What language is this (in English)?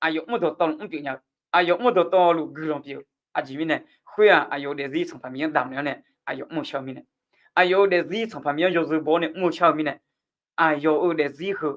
Akha